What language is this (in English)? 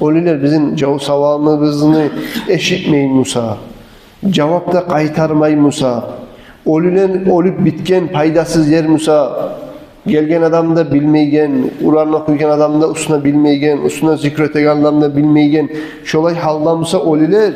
Kumyk